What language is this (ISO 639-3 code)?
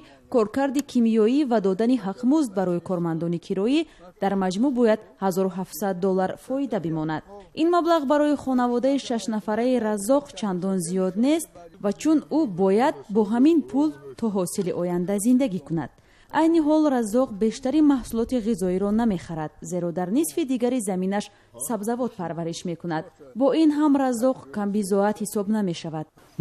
tgk